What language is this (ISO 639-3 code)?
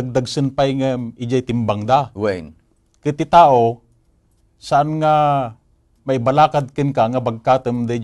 ilo